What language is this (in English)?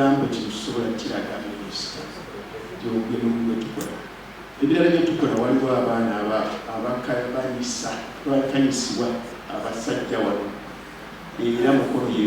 Ganda